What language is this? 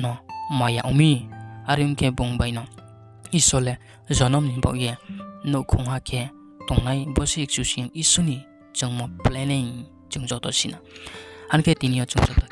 Riang (India)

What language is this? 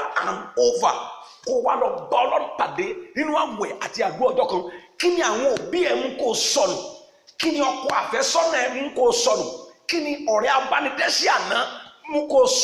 Yoruba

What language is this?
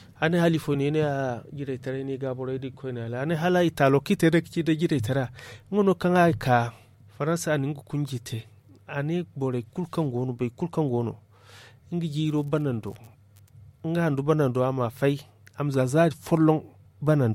Zarma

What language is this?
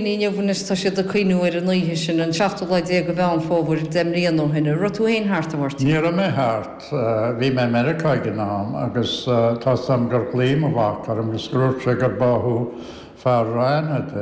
Irish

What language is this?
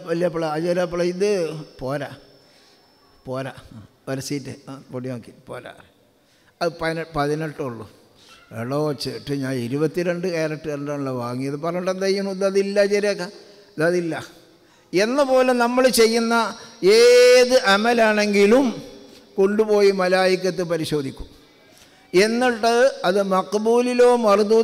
Malayalam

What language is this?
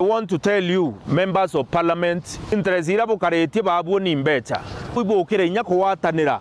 Meru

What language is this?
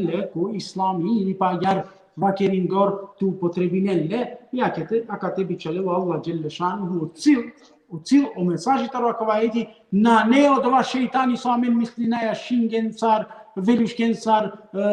Balkan Romani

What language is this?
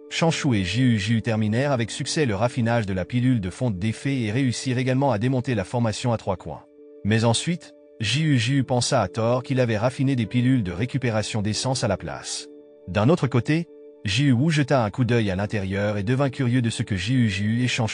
French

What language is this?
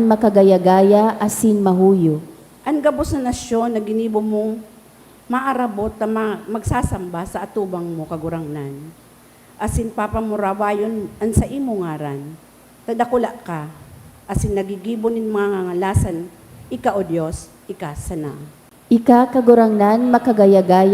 Bikol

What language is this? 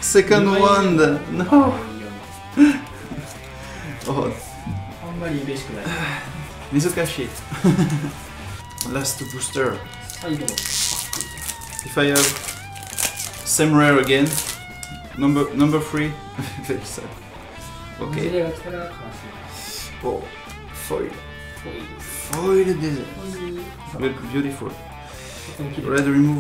Japanese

